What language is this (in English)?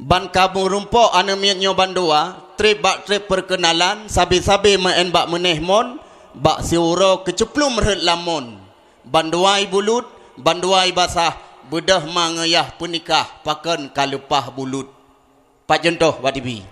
Achinese